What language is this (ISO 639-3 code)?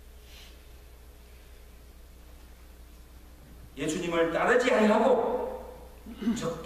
kor